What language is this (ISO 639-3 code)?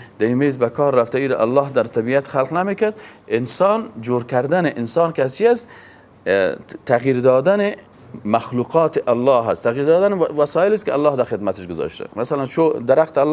fas